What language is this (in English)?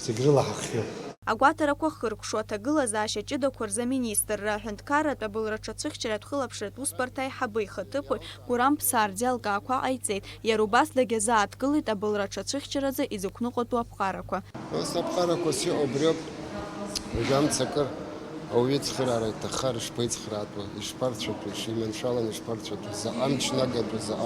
Abkhazian